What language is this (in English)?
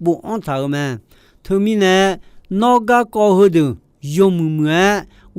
Akha